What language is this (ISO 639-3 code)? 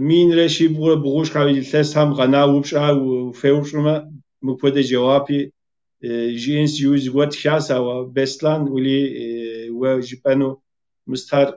kbd